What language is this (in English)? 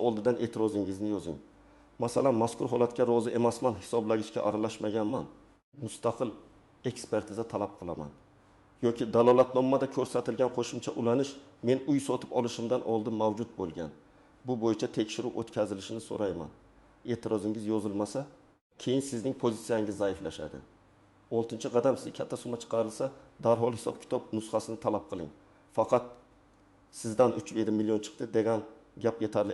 Uzbek